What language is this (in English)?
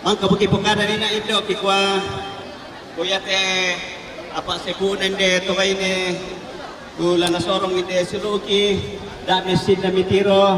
Toraja-Sa'dan